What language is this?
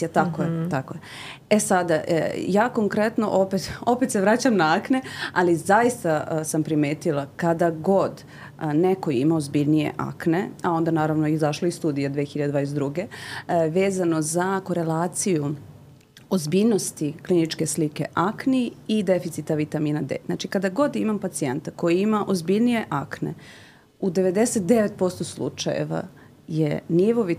Serbian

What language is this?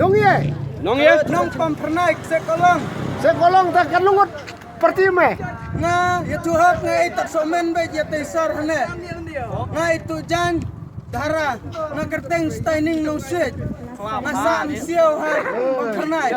Khasi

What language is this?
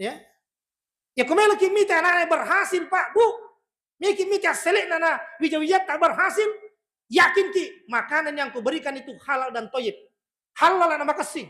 Buginese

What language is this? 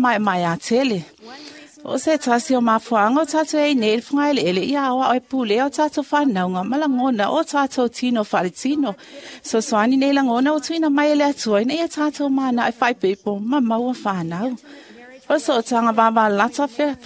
Samoan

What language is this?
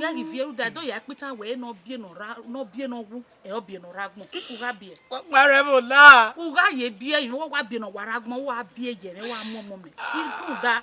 Bini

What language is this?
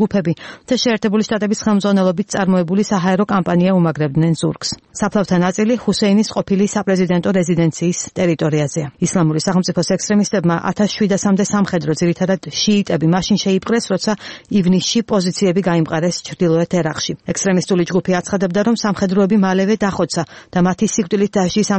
Georgian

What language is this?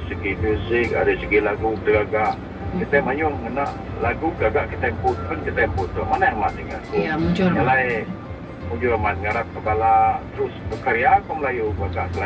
Iban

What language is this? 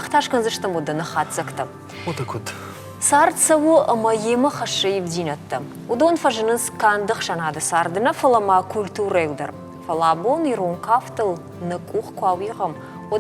Ossetic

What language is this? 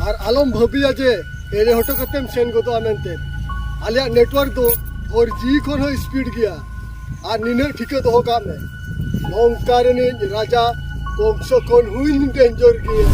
Santali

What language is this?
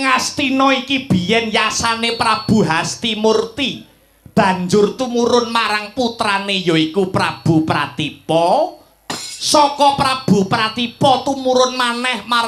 Javanese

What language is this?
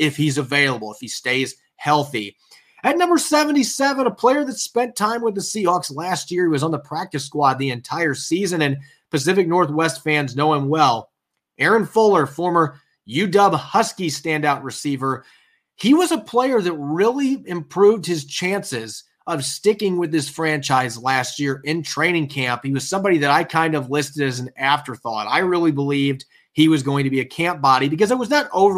English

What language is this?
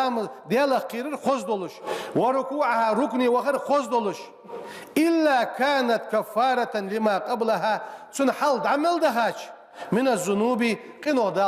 Ingush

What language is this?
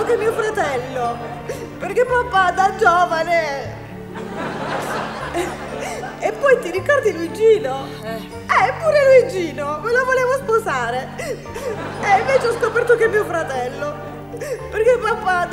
Italian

